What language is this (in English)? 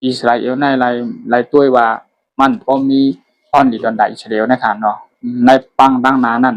Shan